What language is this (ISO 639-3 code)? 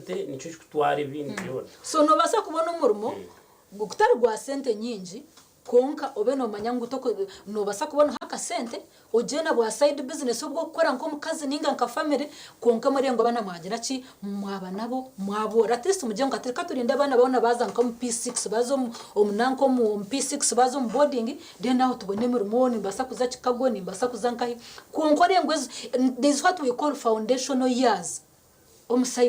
nyn